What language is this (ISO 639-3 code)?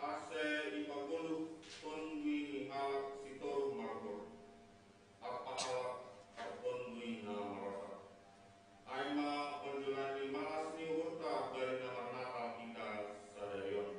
bts